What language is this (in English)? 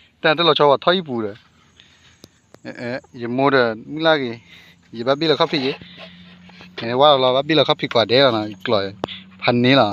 S'gaw Karen